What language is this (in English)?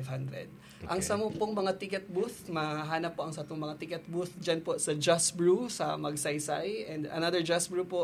Bikol